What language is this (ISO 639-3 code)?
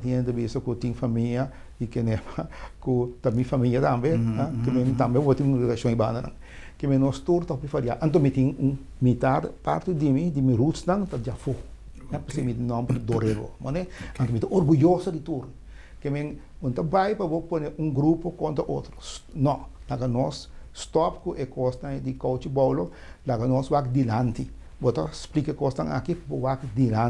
pap